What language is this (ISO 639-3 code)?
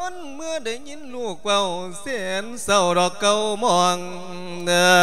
lao